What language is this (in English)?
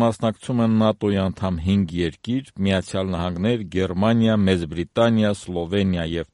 Armenian